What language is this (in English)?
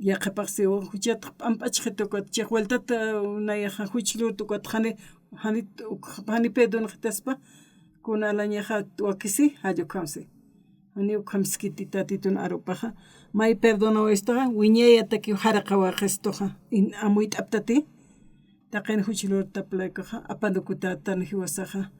Aymara